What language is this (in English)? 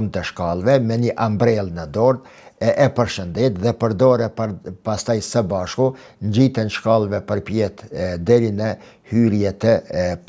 Albanian